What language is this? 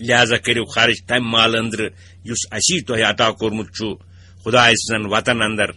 Kashmiri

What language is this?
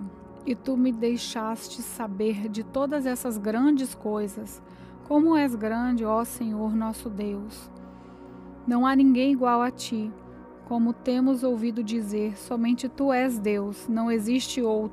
Portuguese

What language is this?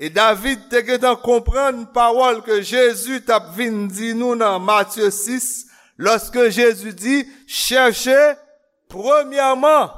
Haitian Creole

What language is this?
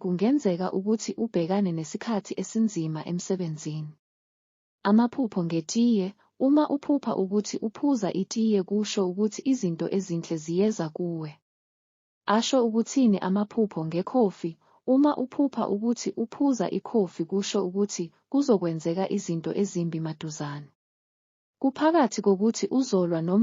Zulu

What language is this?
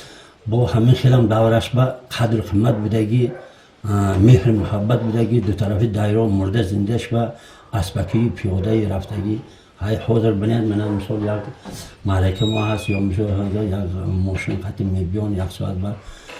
Tajik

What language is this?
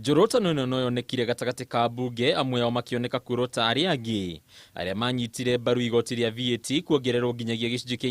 Kikuyu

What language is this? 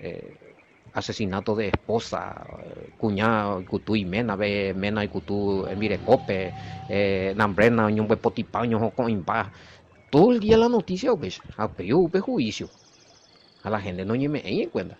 Guarani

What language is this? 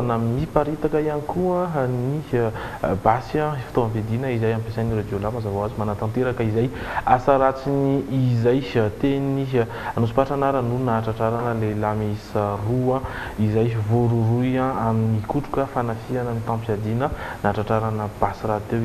Malagasy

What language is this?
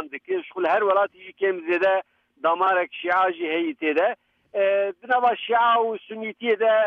Kurdish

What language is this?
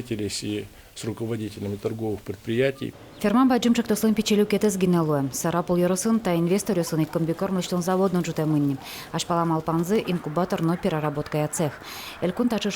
Udmurt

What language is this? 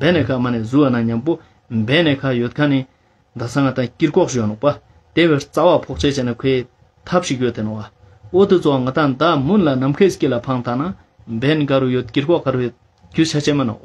Ladakhi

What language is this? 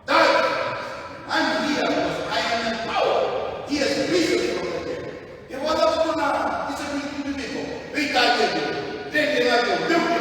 Fijian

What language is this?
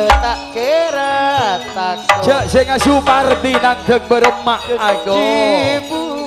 Madurese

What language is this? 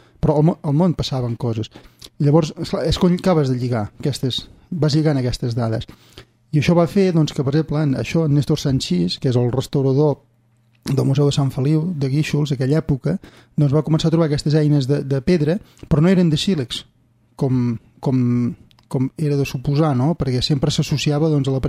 Catalan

